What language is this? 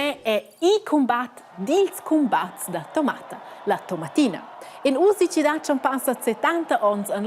Romansh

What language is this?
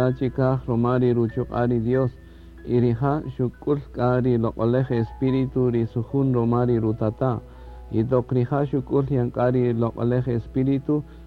Kaqchikel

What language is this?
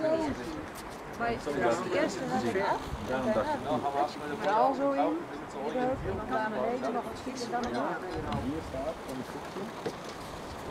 Dutch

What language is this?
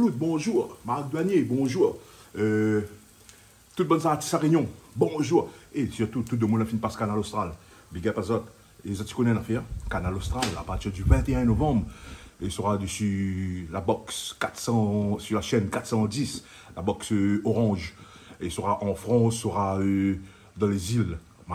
Réunion Creole French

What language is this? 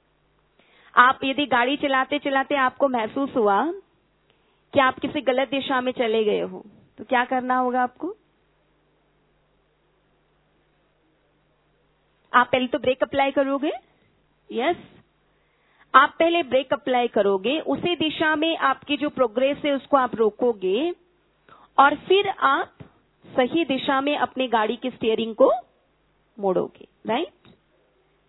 Hindi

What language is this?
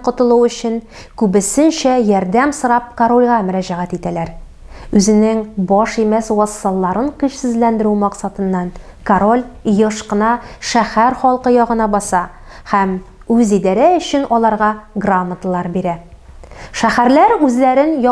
Tatar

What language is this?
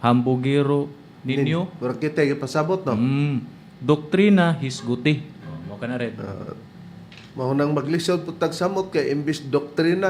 Cebuano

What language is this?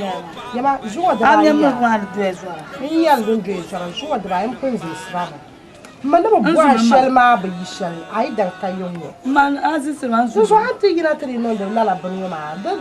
Dagbani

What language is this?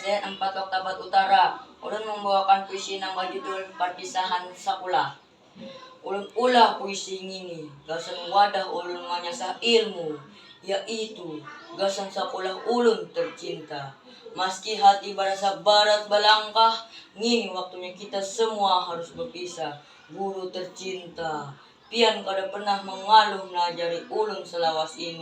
Banjar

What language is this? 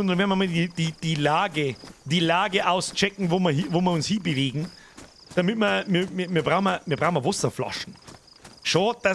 Bavarian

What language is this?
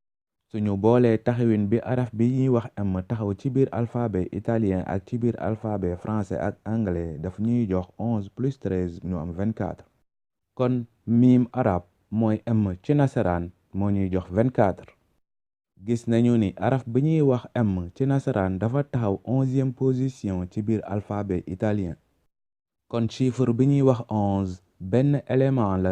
Wolof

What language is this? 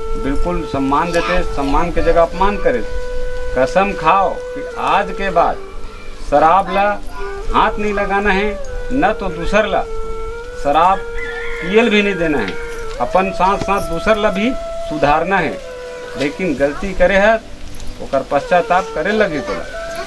Chhattisgarhi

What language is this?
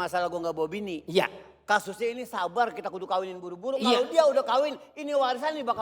Betawi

